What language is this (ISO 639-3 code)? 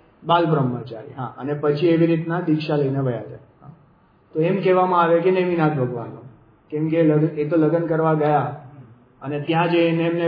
guj